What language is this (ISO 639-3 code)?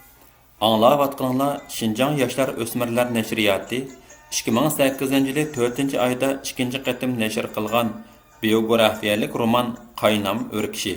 uig